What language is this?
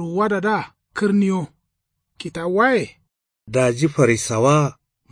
Kanuri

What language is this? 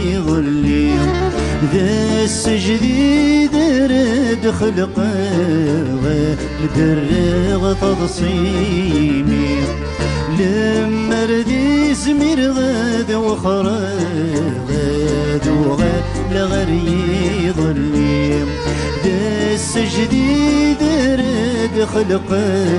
Kabyle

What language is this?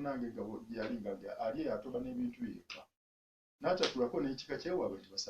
Ganda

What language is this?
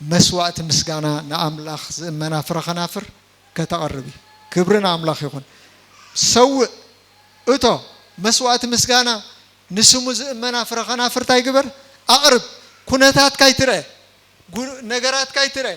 Tigrinya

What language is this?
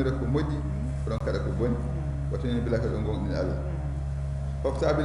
Fula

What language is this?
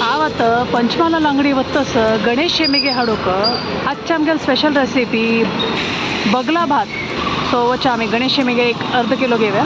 Konkani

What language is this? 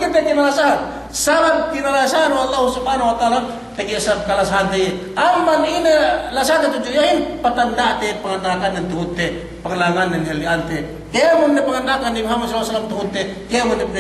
Yakan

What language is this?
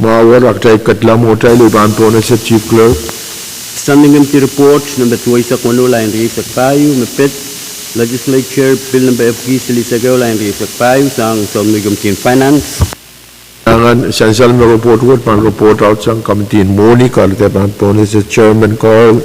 Pohnpeian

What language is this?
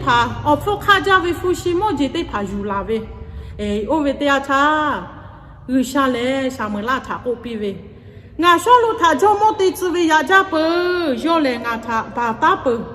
Lahu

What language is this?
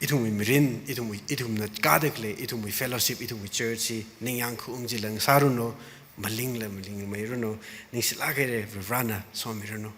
Tangkhul Naga (India)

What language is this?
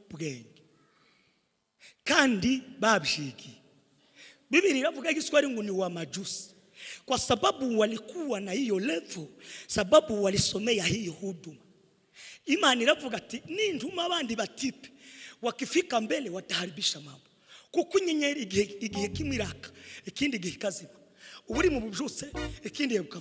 Kinyarwanda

